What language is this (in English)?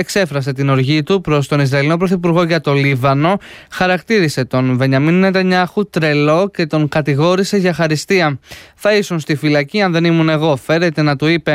Greek